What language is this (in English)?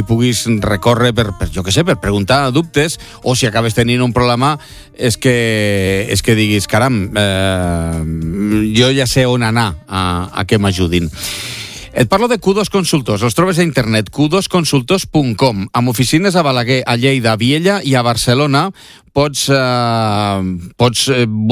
Catalan